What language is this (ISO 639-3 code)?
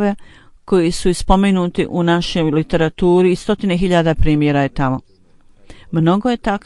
bos